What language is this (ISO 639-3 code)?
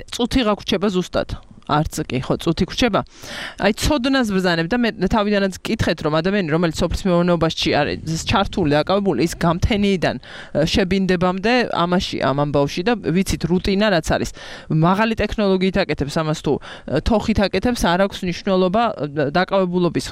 kat